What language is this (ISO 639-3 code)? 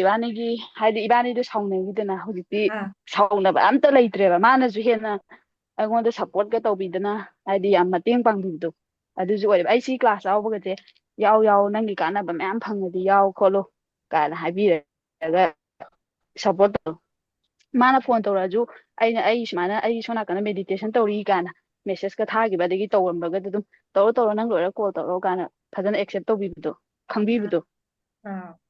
mni